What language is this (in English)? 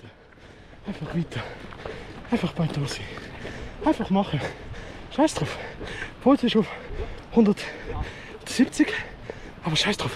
Swiss German